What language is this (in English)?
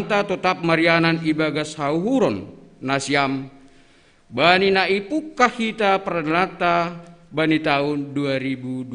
Batak Simalungun